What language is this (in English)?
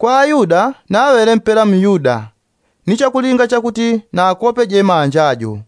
Yao